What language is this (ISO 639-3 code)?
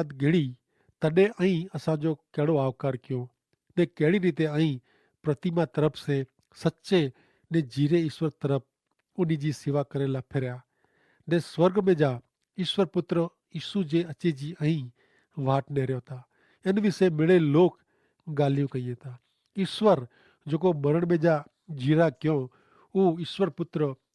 kfr